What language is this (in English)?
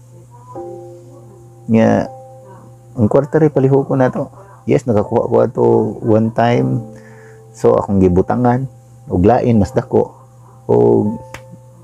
Cebuano